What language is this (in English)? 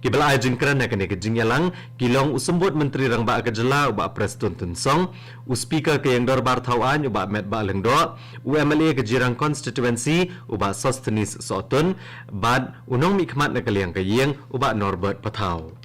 Khasi